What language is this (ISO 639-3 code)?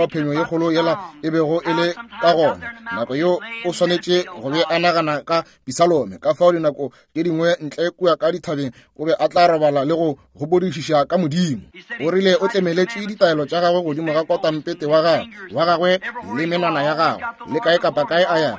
nso